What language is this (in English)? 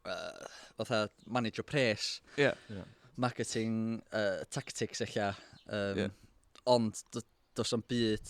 Welsh